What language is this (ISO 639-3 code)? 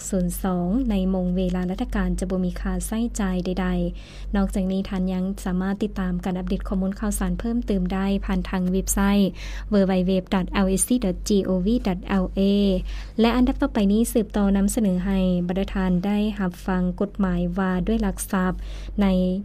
lao